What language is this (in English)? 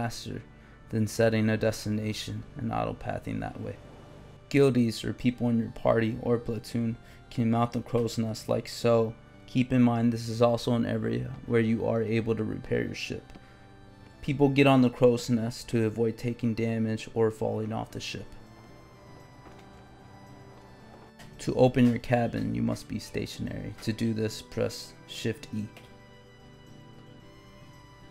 English